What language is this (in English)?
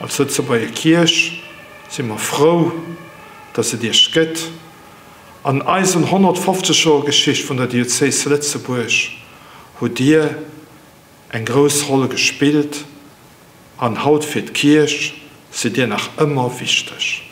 Luxembourgish